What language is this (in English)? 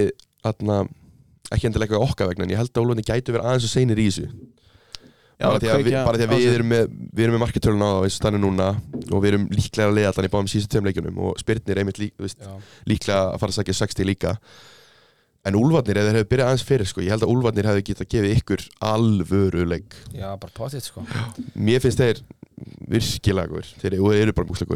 Icelandic